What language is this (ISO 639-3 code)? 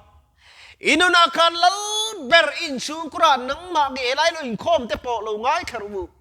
lus